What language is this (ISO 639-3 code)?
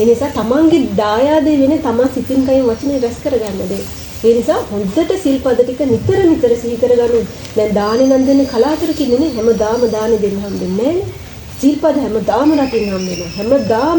sin